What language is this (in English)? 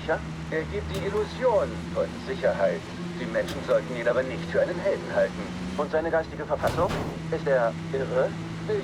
Bavarian